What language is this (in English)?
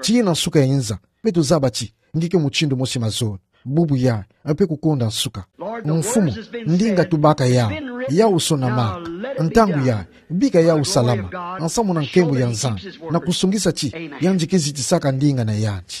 Kituba (Democratic Republic of Congo)